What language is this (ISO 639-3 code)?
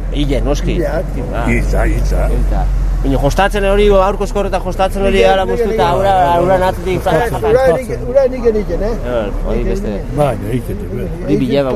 eus